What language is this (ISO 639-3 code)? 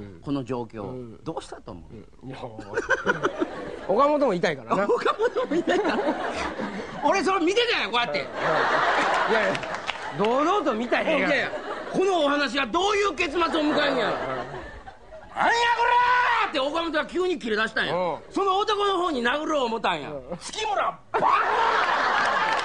jpn